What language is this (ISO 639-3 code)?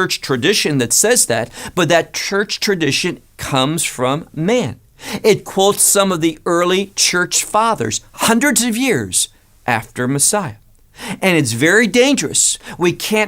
eng